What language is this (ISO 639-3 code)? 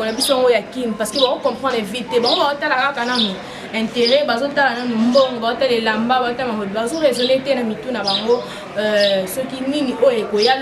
lin